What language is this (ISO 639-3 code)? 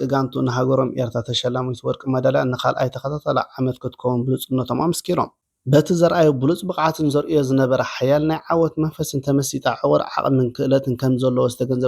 tir